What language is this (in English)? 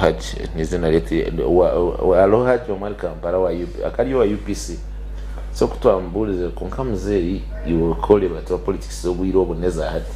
Nyankole